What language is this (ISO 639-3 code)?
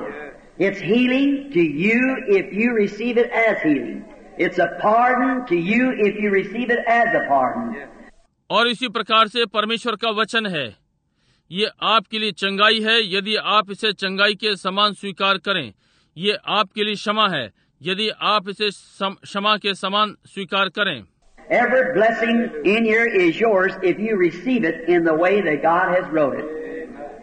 hin